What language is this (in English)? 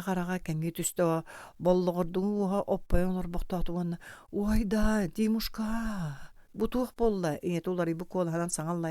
Yakut